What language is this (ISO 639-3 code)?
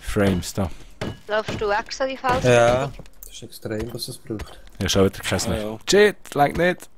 gsw